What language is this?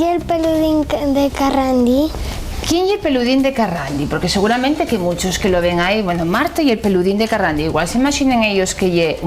Asturian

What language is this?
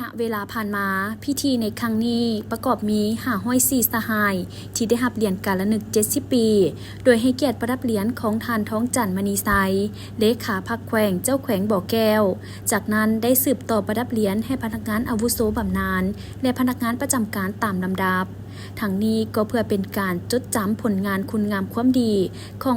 Lao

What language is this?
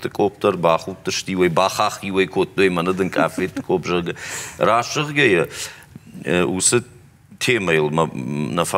Ossetic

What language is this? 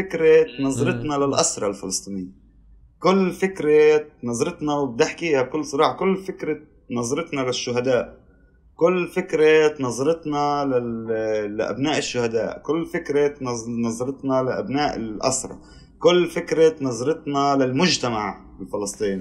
North Levantine Arabic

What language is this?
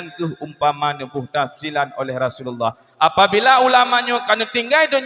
Achinese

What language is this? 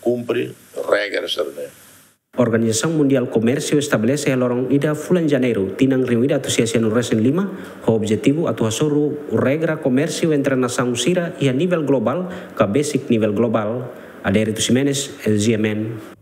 Tetum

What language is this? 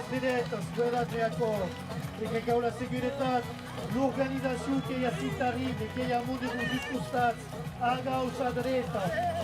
Occitan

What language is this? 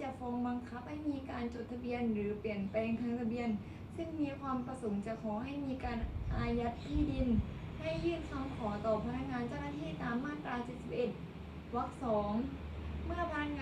Lao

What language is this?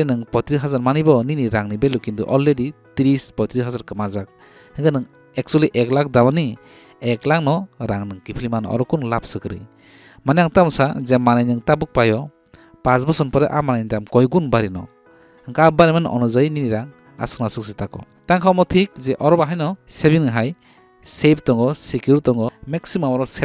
Kok Borok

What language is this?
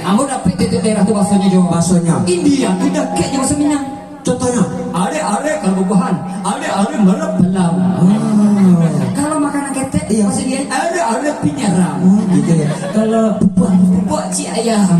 Minangkabau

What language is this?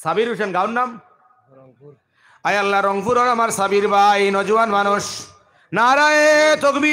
Sylheti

